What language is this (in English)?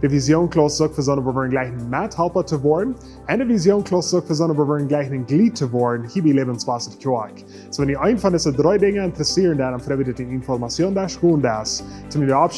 Plautdietsch